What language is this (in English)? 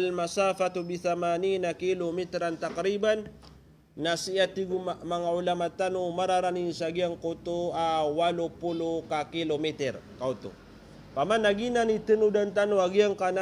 Maranao